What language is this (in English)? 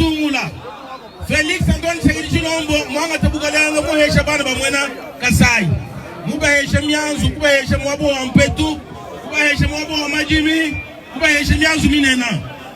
Luba-Lulua